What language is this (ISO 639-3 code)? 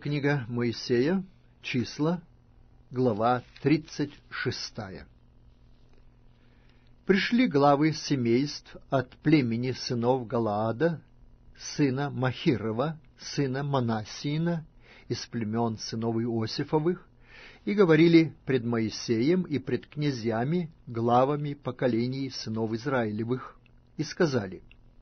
rus